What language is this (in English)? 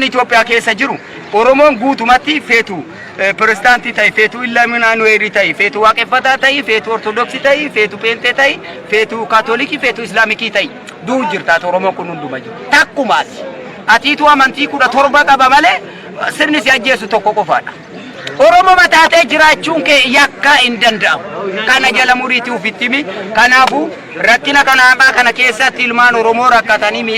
Oromo